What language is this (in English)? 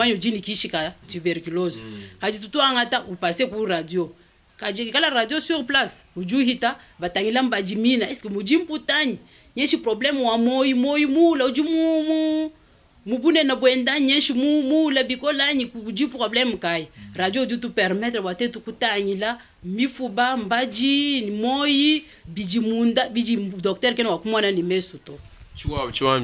Luba-Lulua